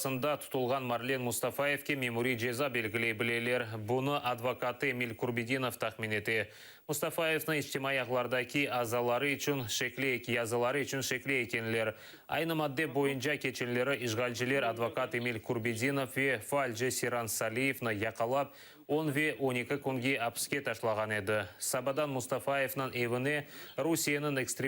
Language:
Crimean Tatar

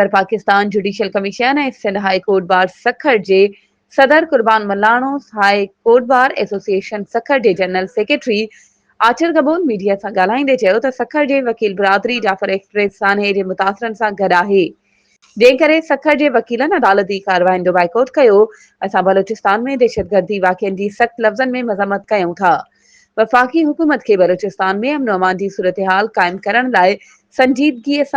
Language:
Sindhi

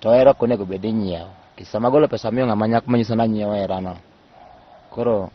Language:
Luo (Kenya and Tanzania)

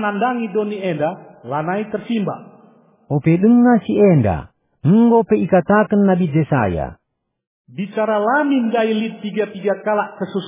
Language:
Batak Karo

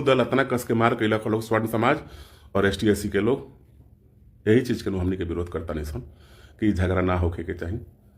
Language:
Bhojpuri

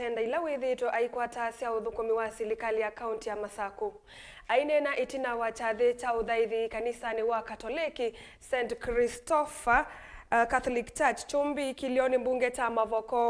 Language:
Kamba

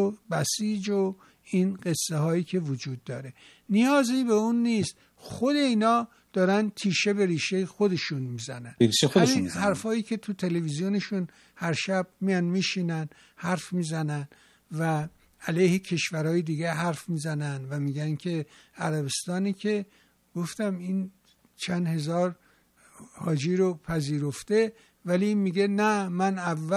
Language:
Persian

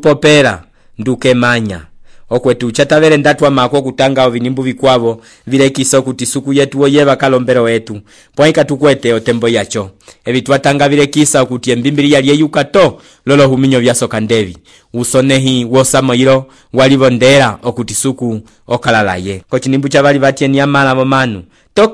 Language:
Umbundu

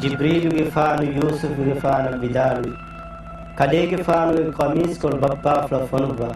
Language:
Divehi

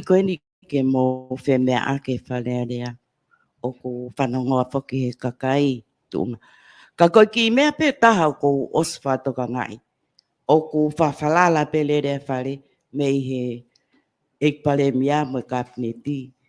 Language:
Tongan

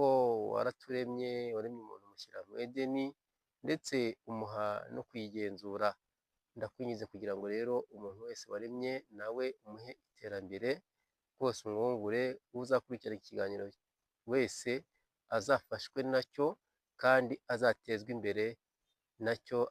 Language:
Kinyarwanda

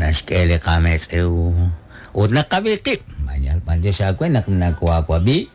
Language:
Kekchí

